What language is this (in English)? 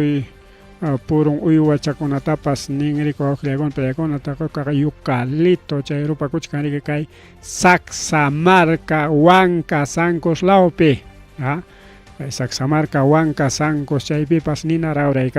Ayacucho Quechua